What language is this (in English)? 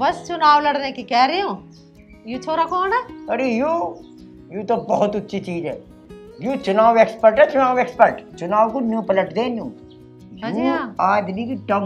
Haryanvi